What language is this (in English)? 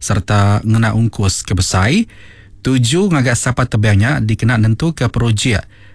Iban